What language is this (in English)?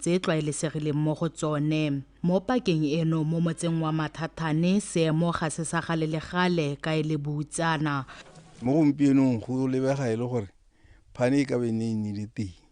Tswana